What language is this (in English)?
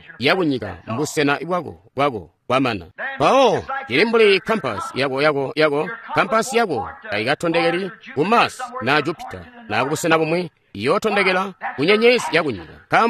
Tonga (Zambia)